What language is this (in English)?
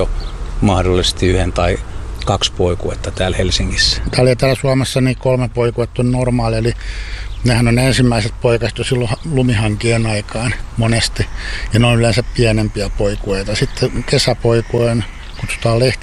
Finnish